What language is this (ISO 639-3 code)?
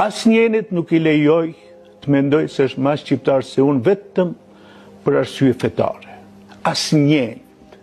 sqi